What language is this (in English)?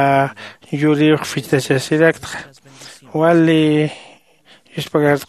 Aymara